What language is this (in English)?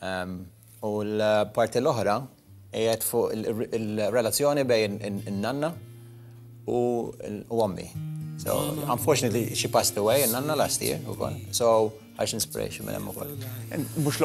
Maltese